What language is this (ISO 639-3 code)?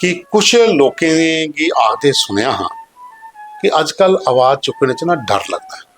doi